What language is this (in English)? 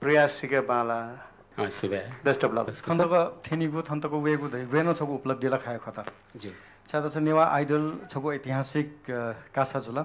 Newari